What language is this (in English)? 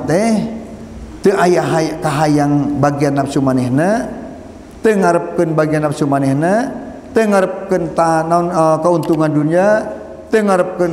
Sundanese